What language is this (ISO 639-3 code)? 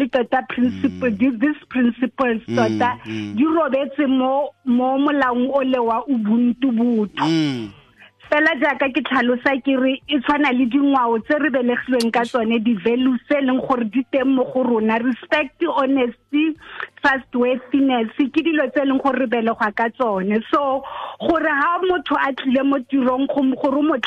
tsn